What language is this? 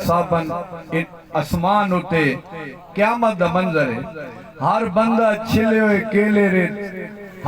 Saraiki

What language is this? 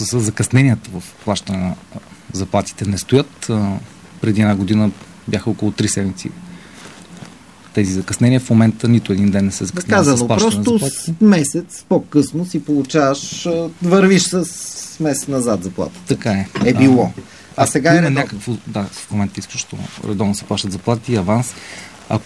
Bulgarian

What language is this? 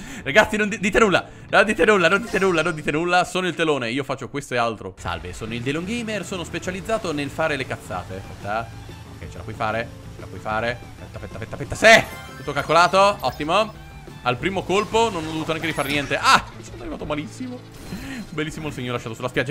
Italian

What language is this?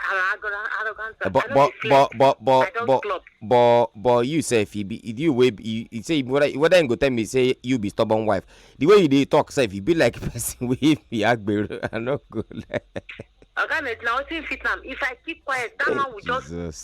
Nigerian Pidgin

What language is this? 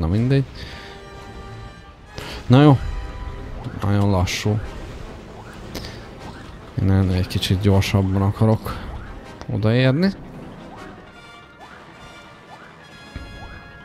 Hungarian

